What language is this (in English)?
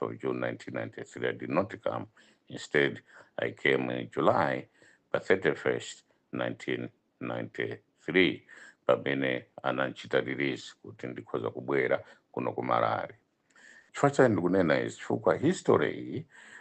Nyanja